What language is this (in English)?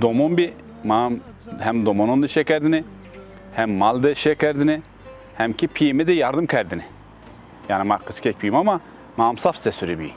Zaza